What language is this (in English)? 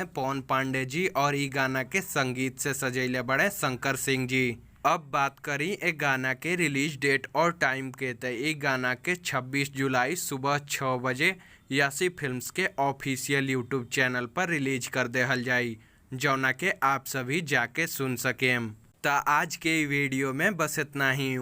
Bhojpuri